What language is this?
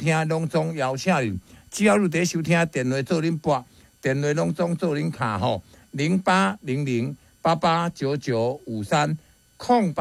Min Nan Chinese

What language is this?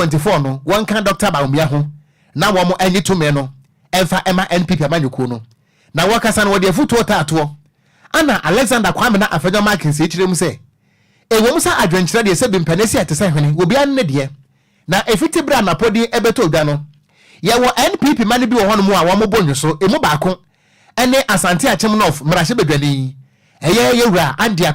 Akan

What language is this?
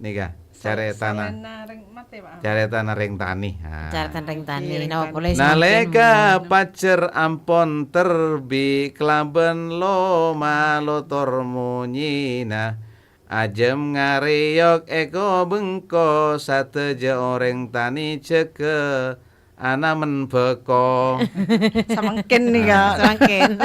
Madurese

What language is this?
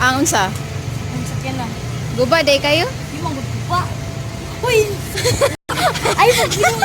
Cebuano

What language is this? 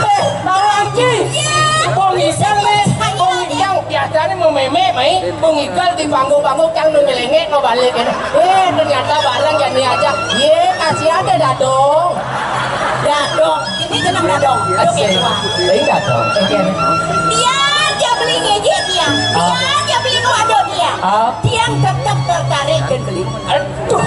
Balinese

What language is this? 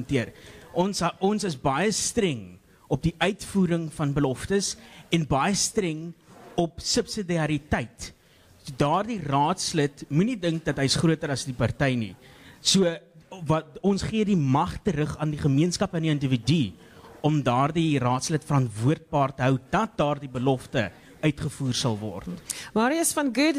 Afrikaans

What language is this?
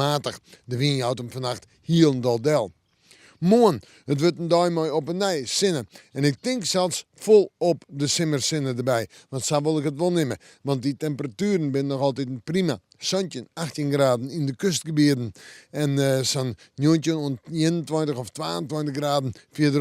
Western Frisian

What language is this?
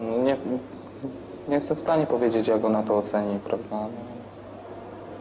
Polish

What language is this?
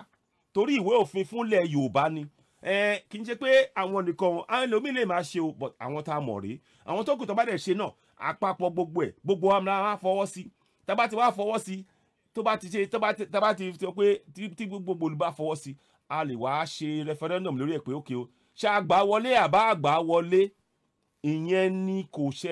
Yoruba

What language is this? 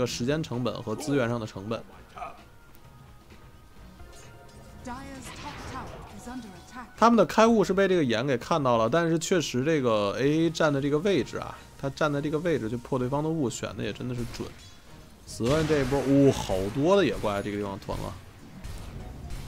Chinese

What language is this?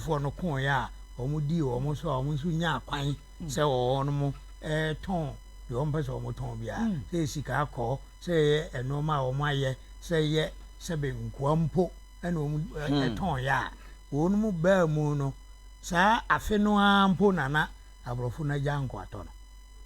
Akan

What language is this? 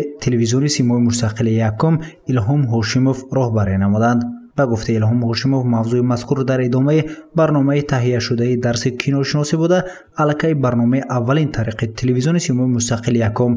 Tajik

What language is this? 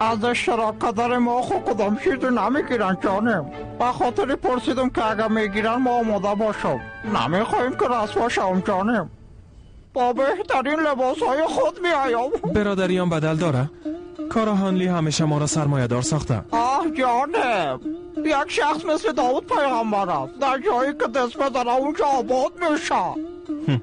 Persian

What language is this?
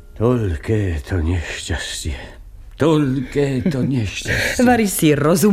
Slovak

